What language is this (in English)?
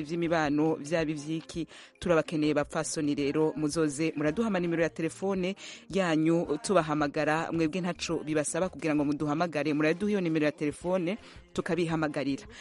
Rundi